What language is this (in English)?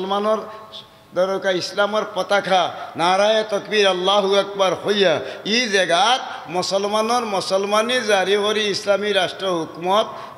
Sylheti